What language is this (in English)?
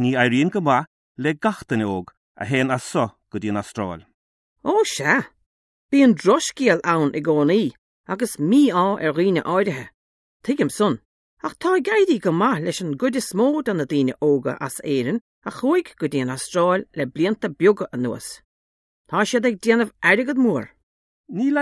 Irish